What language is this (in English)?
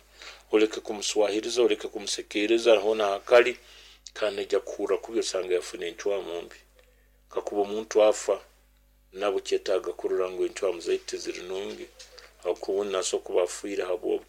Nyoro